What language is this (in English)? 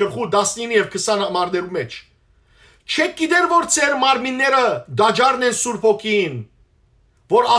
Western Armenian